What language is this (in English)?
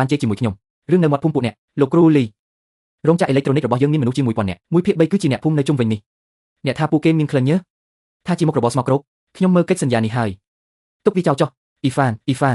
Khmer